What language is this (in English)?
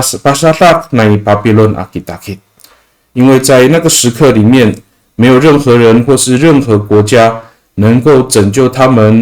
Amis